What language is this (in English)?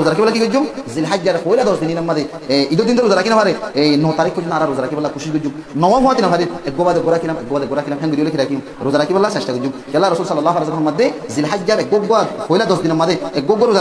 Rohingya